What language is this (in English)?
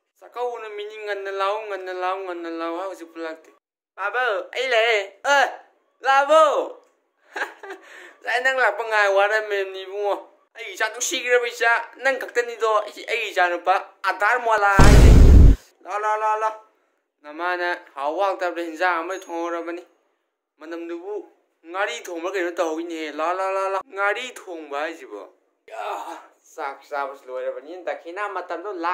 Manipuri